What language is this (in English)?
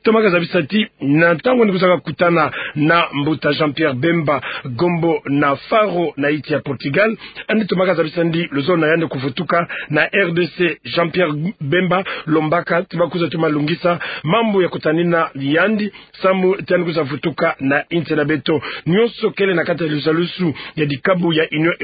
Kituba (Democratic Republic of Congo)